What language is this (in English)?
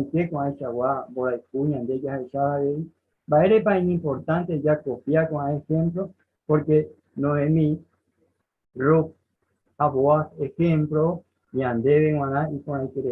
Guarani